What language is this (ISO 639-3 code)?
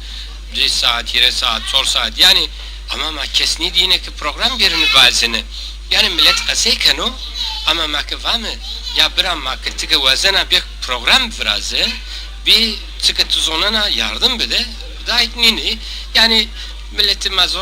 zza